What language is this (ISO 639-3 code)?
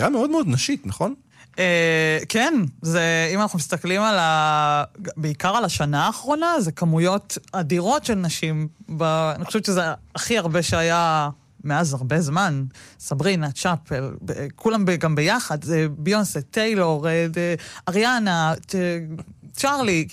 heb